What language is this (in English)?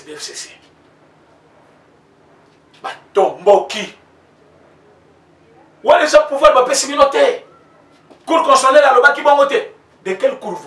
French